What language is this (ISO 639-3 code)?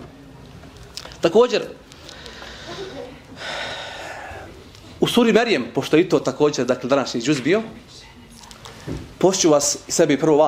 bos